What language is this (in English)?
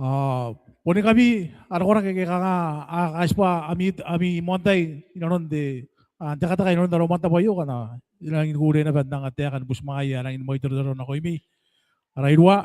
Gilbertese